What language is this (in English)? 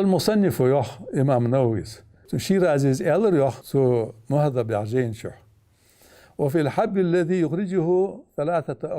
Ingush